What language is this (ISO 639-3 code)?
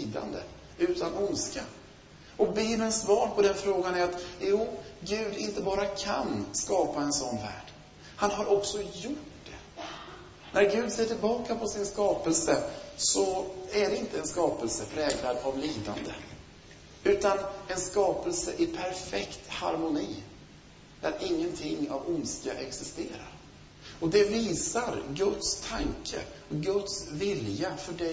swe